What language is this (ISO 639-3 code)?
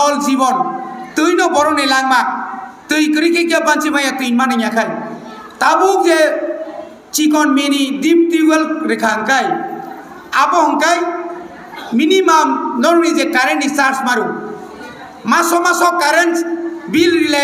trp